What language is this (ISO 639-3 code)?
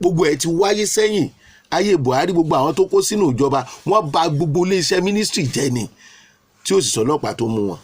yor